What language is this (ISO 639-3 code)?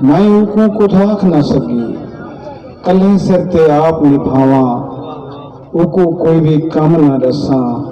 skr